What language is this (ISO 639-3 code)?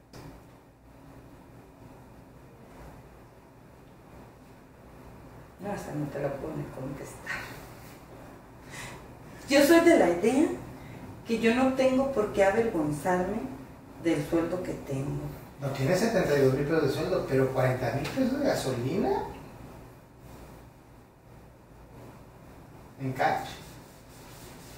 spa